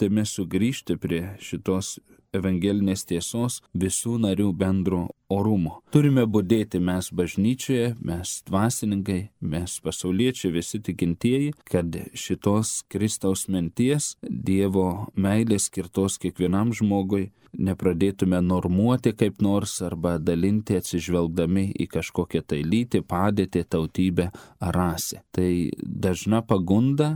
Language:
Lithuanian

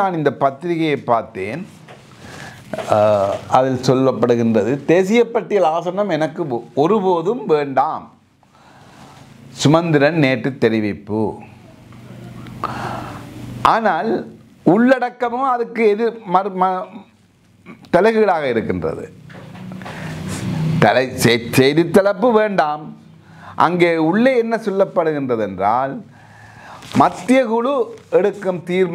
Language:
Tamil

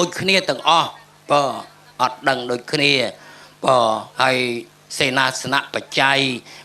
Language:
Khmer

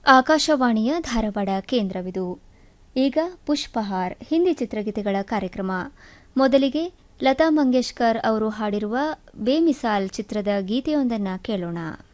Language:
Kannada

